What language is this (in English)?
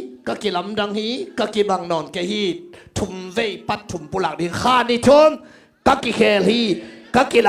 Tedim Chin